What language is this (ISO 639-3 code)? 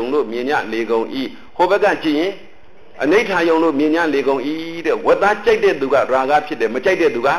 mya